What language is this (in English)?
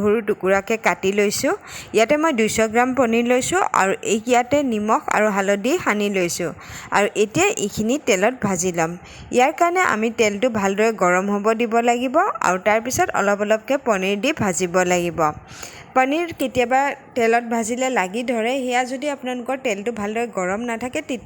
Assamese